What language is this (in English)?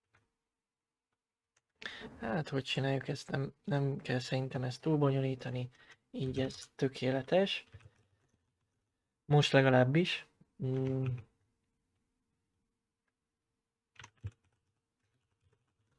Hungarian